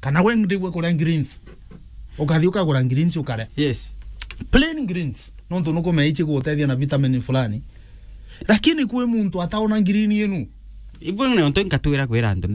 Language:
Meru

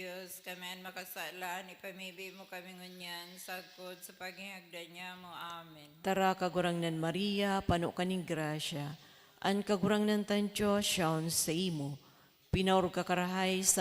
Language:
Bikol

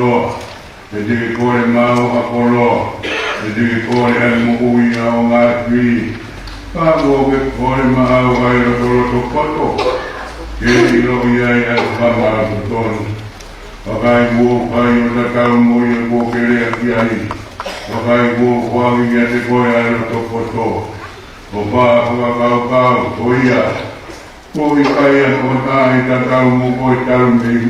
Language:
Tongan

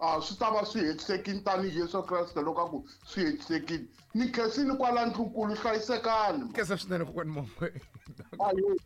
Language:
Tsonga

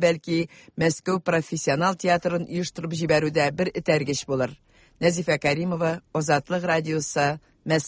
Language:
Tatar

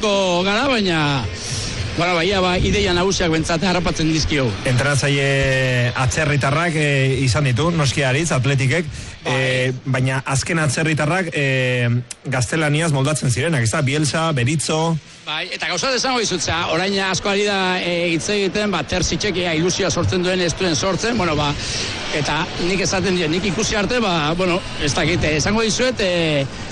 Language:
Basque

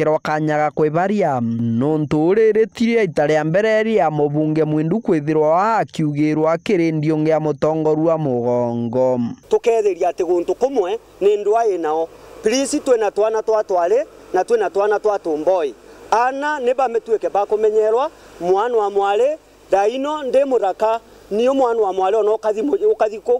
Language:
Meru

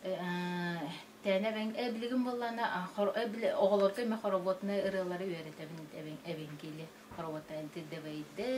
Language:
Yakut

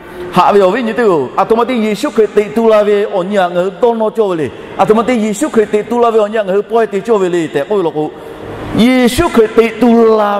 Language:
Lahu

